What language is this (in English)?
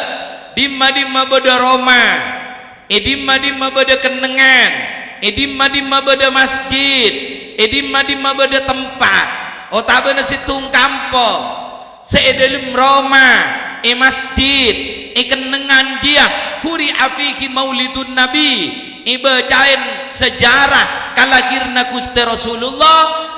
Madurese